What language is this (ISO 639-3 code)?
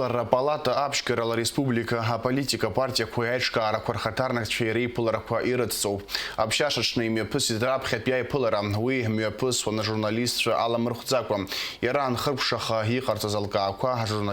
abk